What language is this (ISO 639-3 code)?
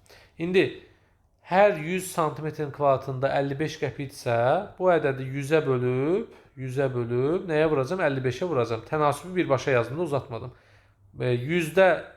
aze